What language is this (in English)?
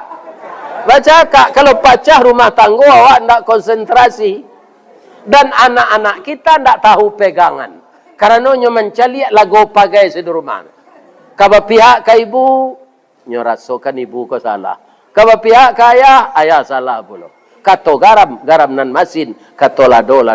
Minangkabau